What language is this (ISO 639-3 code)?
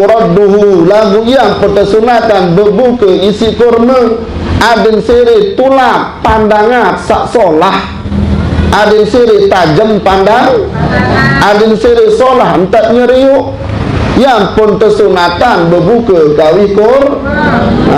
sas